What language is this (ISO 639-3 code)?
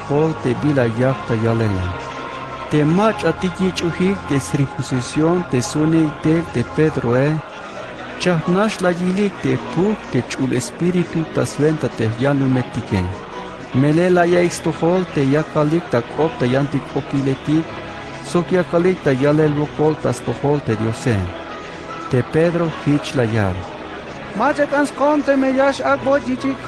tzh